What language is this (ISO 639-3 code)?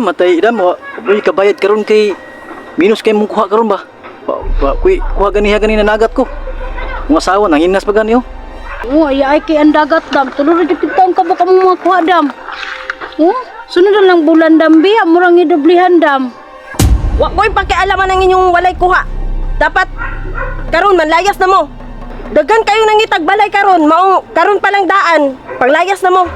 ceb